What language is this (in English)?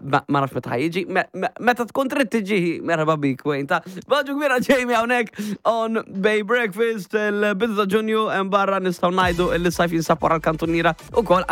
Maltese